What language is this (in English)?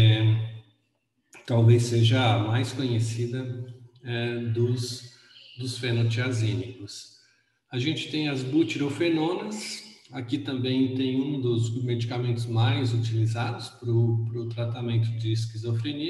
Portuguese